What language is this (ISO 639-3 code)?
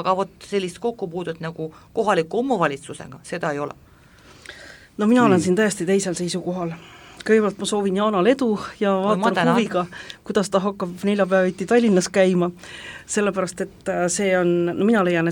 est